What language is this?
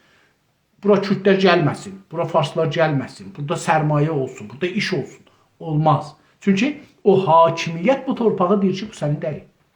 South Azerbaijani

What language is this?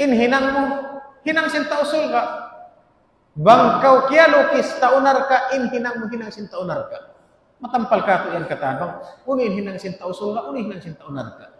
Tausug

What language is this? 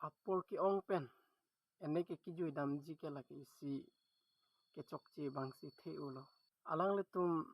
Karbi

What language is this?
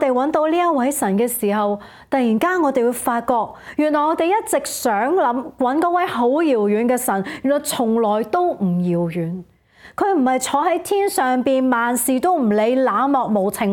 Cantonese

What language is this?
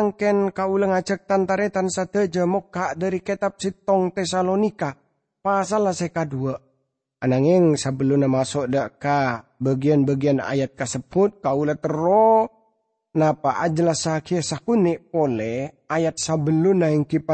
Madurese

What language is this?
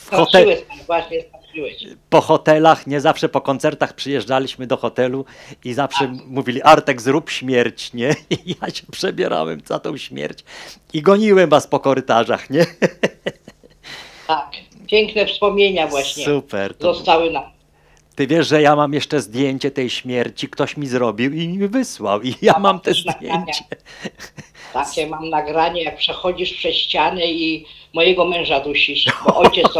Polish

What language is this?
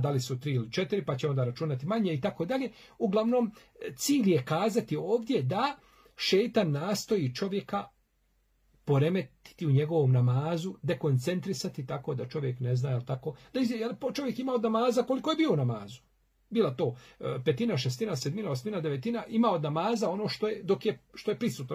Bosnian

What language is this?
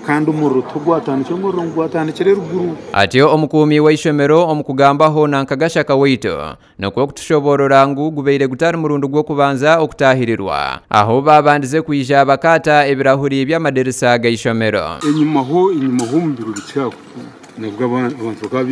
Nyankole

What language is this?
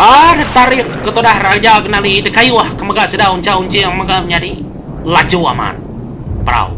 Iban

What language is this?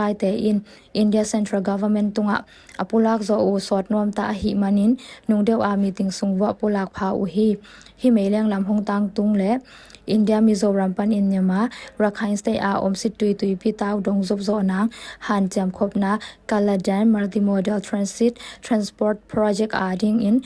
Tedim Chin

